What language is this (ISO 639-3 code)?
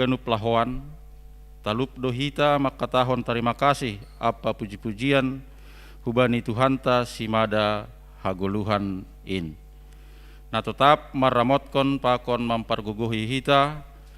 bts